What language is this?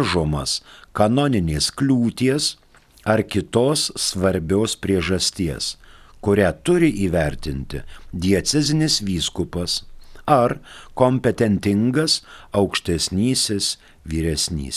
Lithuanian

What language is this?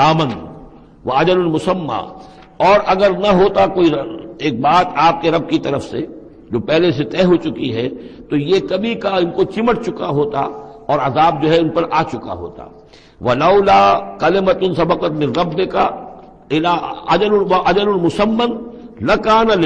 Urdu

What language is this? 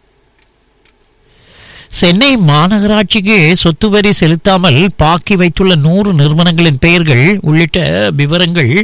Tamil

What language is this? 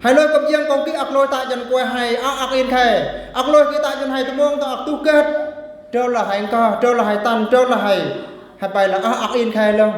Eastern Bru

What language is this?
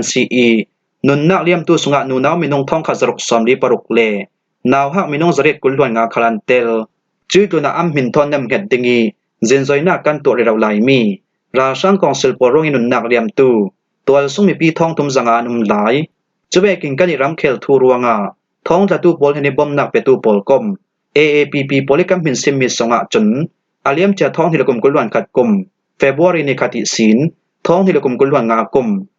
Falam Chin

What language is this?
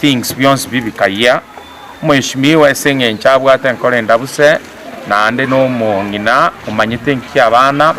Gusii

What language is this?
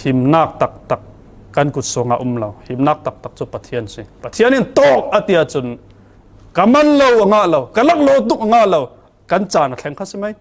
Falam Chin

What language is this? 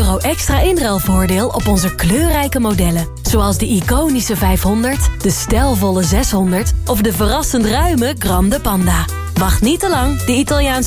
Dutch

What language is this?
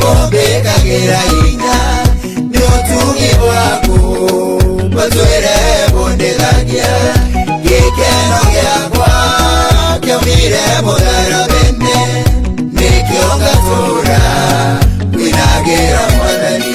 Meru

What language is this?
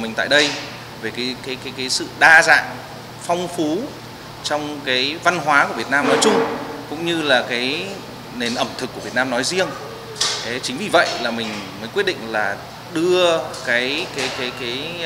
Vietnamese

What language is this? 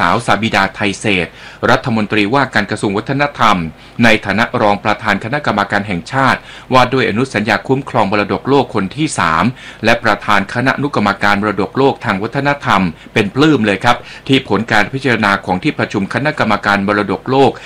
Thai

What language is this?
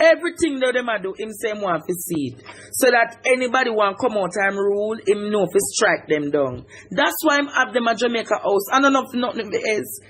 Jamaican Creole English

